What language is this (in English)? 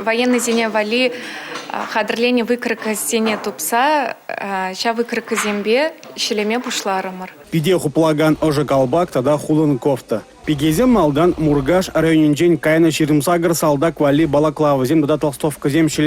Chuvash